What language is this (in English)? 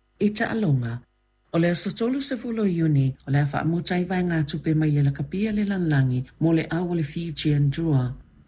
Samoan